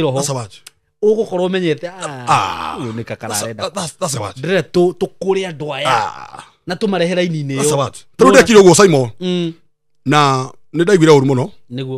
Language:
Kikuyu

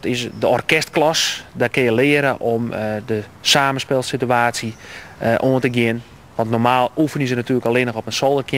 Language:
Dutch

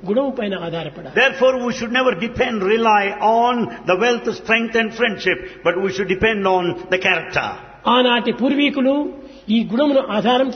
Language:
Telugu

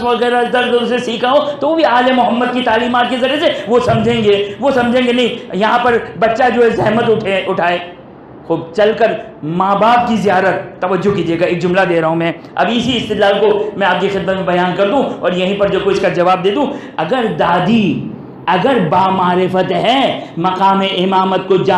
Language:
Urdu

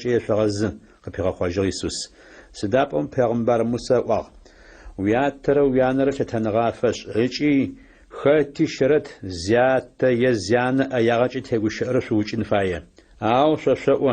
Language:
Adyghe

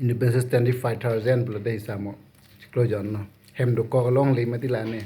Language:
Karbi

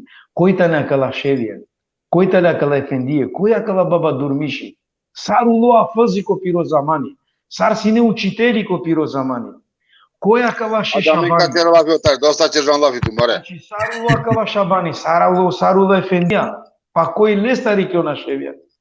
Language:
Balkan Romani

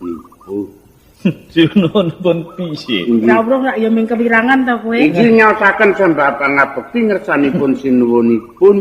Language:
Javanese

